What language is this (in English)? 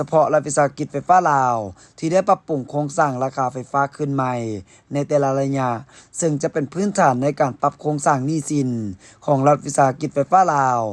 Lao